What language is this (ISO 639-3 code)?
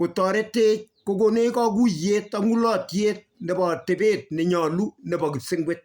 kln